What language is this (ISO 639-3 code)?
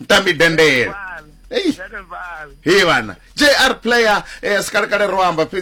ven